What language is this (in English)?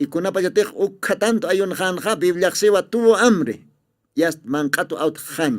Aymara